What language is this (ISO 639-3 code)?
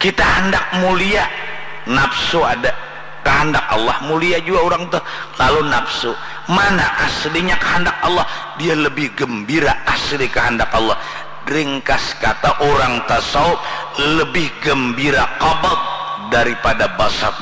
bjn